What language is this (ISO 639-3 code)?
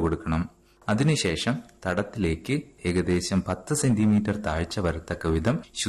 mal